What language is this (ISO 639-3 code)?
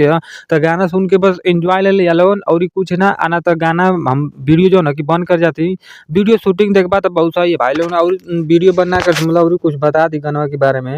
bho